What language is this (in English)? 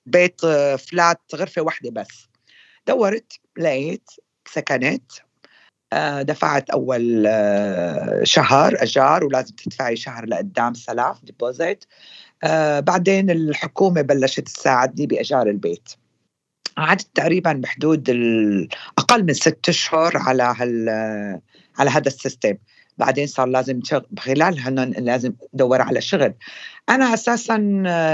North Levantine Arabic